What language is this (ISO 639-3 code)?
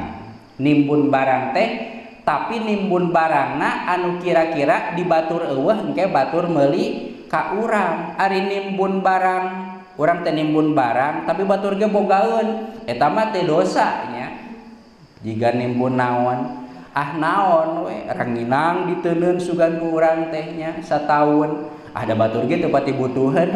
sun